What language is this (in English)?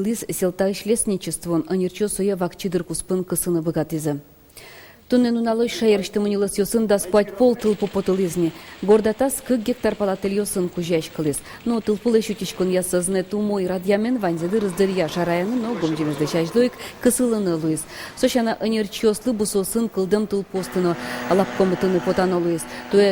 Udmurt